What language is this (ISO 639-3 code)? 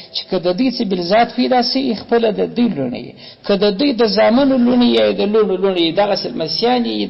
pus